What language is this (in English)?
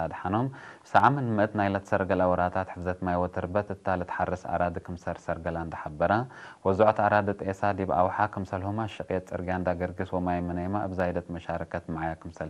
Tigre